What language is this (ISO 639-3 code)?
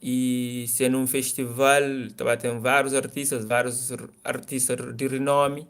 kea